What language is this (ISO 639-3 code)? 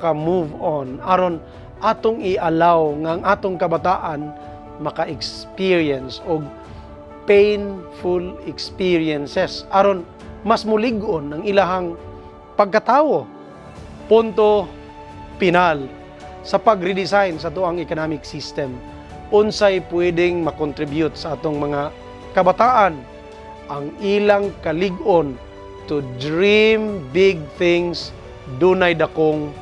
ceb